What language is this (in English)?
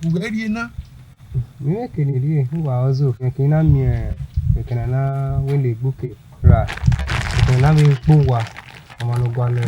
Bini